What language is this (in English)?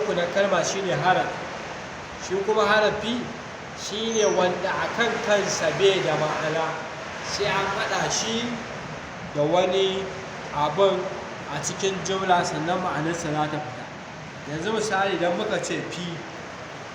Hausa